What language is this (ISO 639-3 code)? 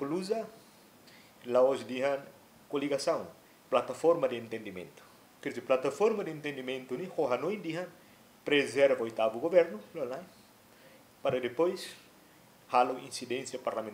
tet